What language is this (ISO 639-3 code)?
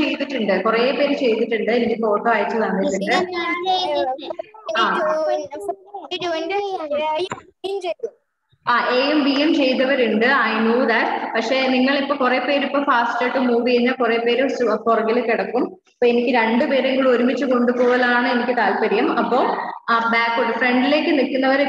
mal